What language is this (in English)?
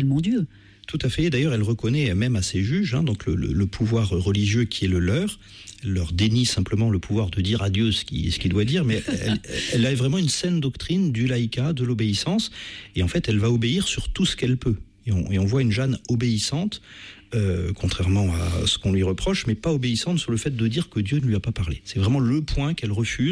French